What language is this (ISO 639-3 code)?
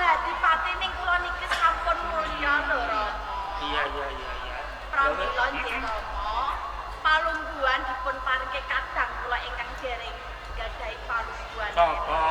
jav